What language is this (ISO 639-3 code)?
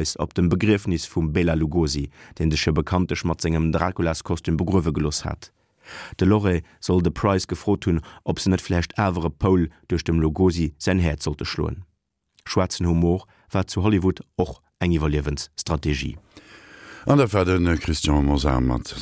ltz